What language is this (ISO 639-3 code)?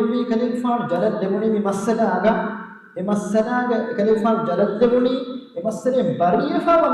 div